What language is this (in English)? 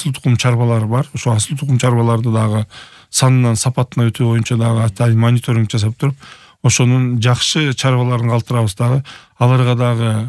Kyrgyz